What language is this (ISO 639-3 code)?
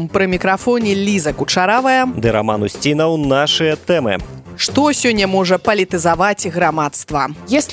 bel